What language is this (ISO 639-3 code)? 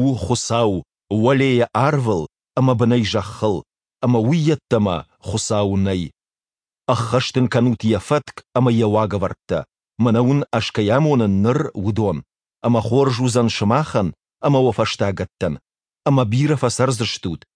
oss